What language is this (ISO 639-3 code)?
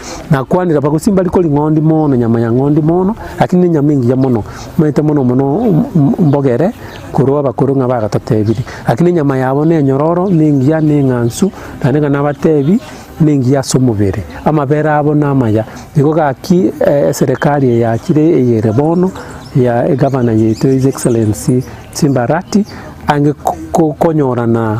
guz